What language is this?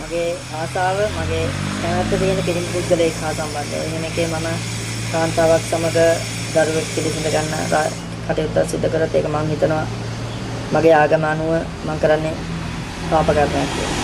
Sinhala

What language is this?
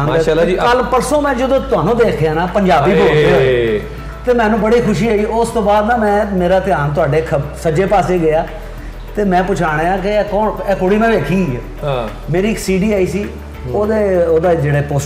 Punjabi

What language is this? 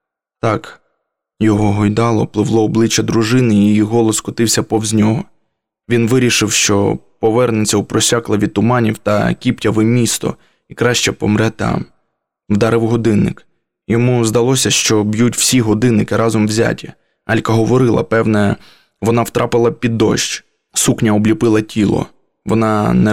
Ukrainian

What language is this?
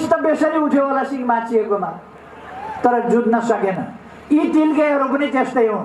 Nepali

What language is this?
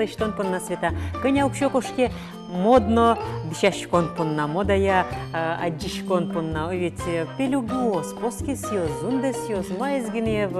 Udmurt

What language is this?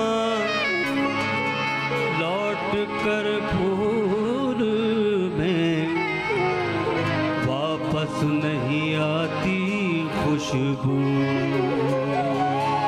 Hindi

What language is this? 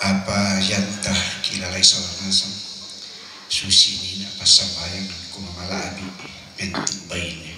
Toraja-Sa'dan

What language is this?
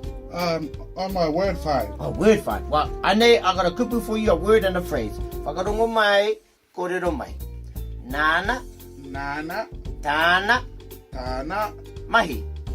Māori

